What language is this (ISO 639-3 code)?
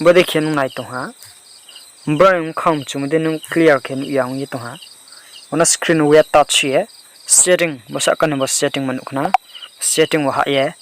ria